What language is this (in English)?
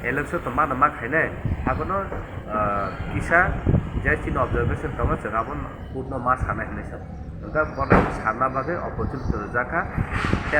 Kok Borok